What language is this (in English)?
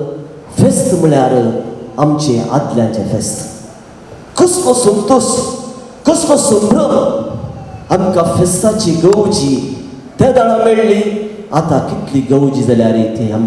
Konkani